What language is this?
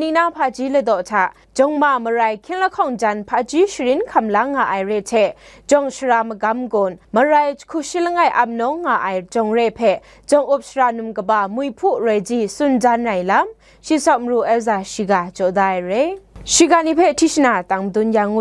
Kachin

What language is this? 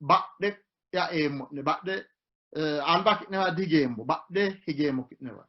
Sidamo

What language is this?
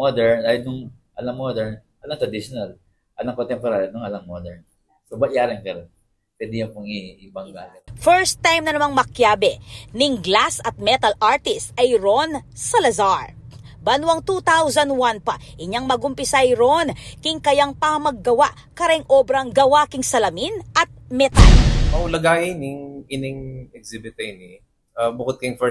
Pampanga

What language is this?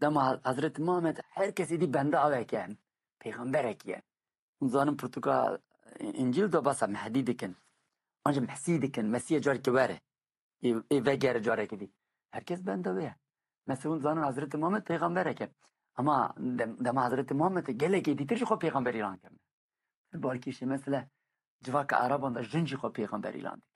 Kurdish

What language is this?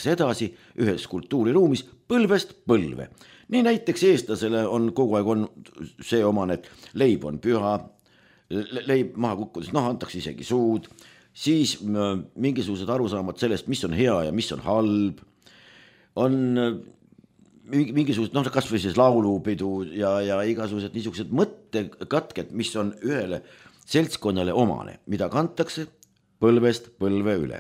Estonian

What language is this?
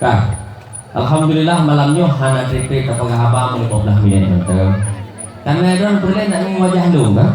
Achinese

